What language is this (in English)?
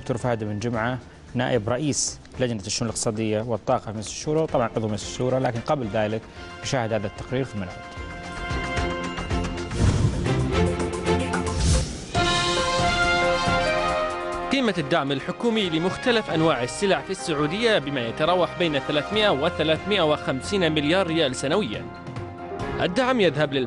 Arabic